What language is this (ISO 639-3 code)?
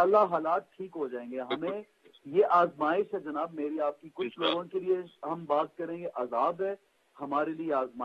urd